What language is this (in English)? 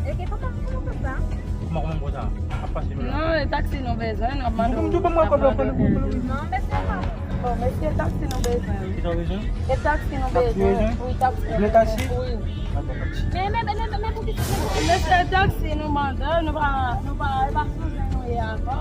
Haitian Creole